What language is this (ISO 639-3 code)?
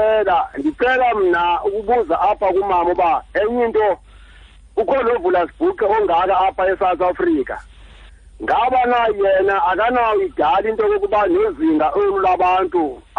xho